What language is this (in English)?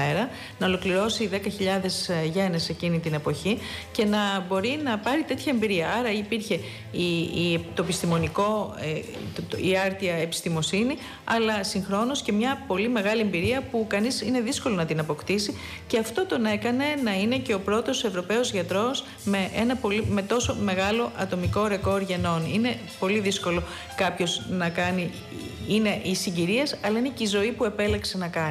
Greek